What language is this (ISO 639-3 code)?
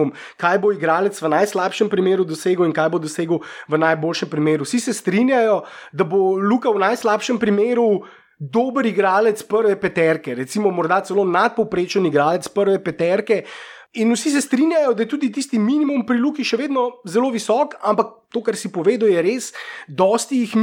slv